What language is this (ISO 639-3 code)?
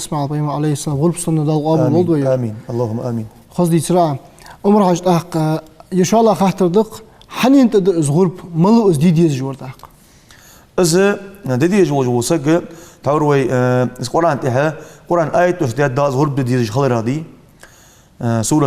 inh